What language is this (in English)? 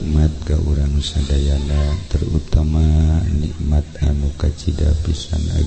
Sundanese